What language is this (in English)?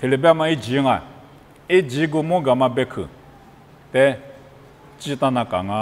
Lisu